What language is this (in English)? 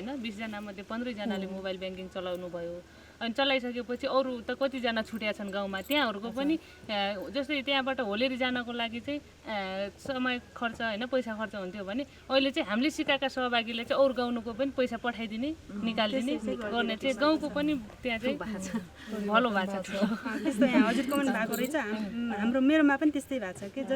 Nepali